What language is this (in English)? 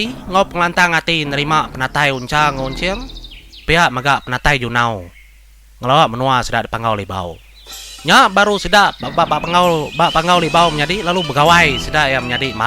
Iban